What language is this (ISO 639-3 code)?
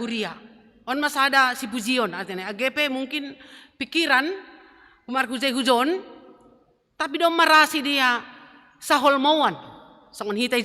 bts